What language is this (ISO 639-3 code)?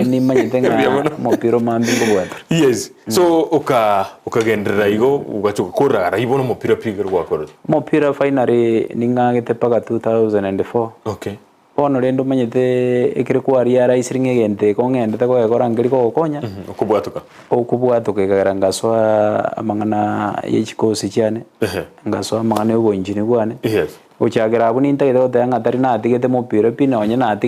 guz